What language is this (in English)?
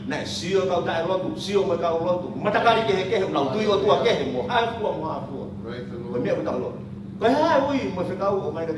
Tongan